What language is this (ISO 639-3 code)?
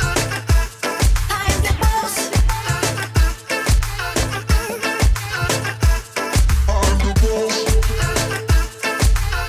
bul